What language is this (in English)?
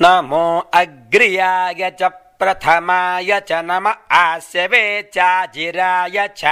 Sanskrit